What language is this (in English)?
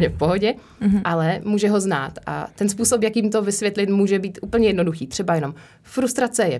Czech